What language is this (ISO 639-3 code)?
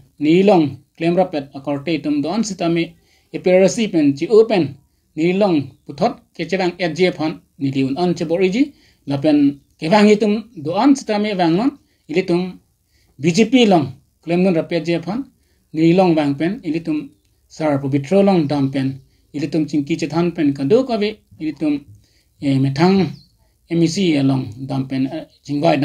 mjw